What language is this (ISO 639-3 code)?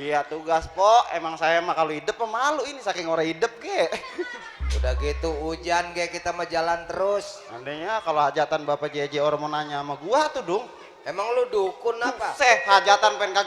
bew